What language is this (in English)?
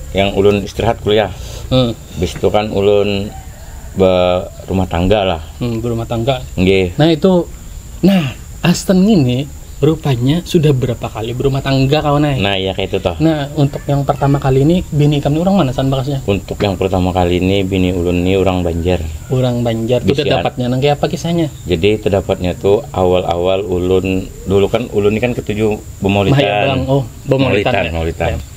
Banjar